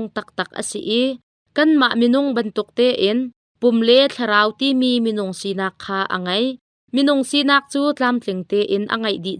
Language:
Hakha Chin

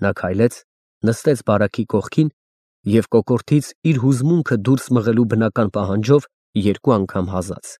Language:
Armenian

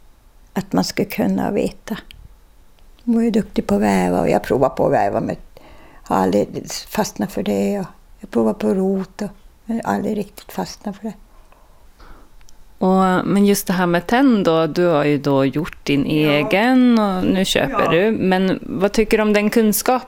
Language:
Swedish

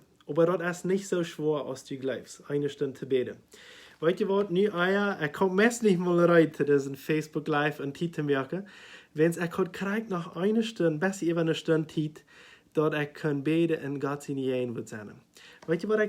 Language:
Plautdietsch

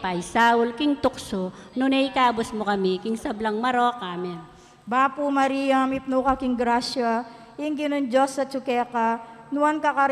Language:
Pampanga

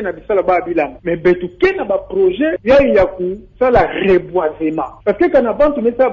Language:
Kituba (Democratic Republic of Congo)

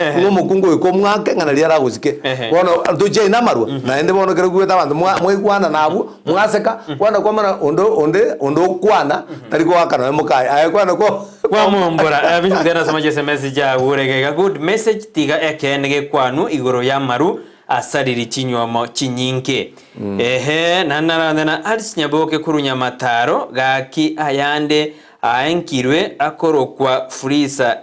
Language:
Gusii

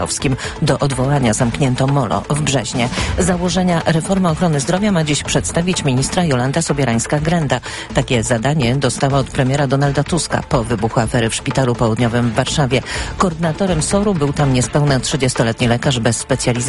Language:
Polish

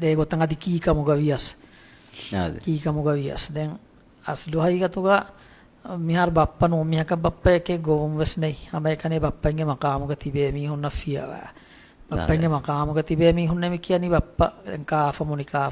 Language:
Divehi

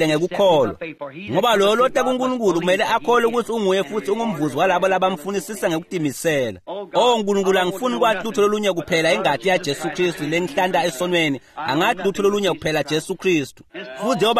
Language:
Swati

